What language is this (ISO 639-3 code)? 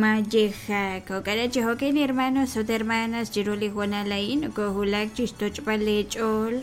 kek